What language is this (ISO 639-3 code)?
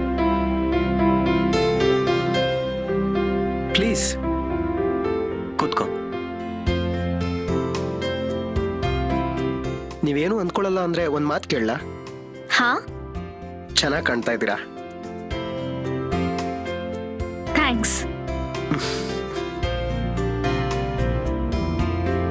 kan